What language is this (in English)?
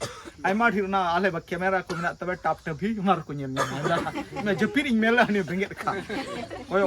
Santali